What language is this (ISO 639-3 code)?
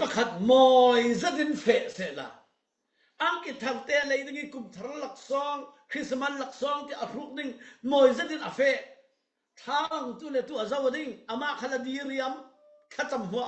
cfm